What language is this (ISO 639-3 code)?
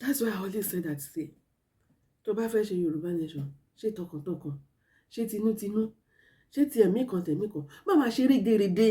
yor